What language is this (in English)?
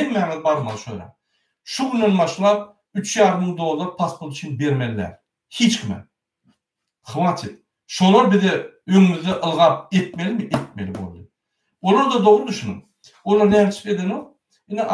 Turkmen